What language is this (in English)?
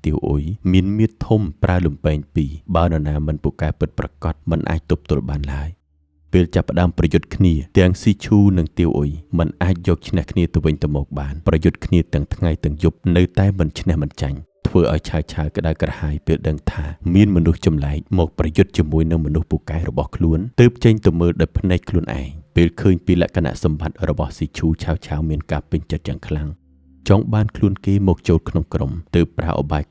Khmer